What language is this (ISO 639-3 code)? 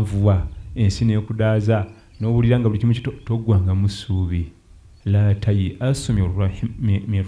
lug